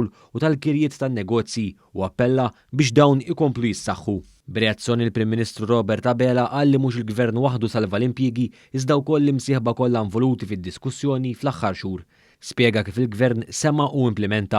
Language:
Maltese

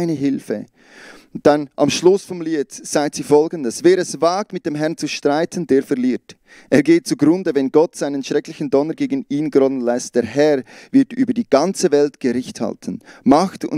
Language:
Swiss German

